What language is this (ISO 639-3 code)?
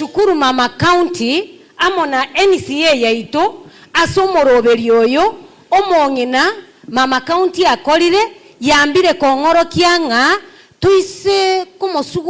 guz